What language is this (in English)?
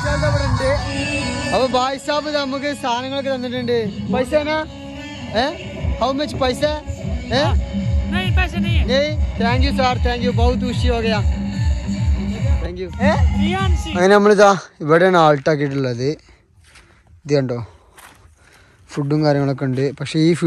Malayalam